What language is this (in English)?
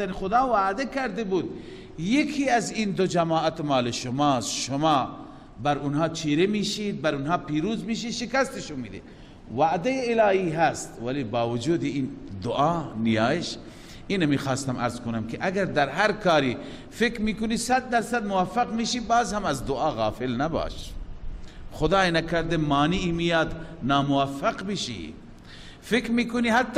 Persian